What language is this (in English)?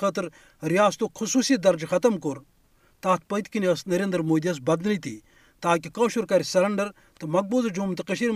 Kashmiri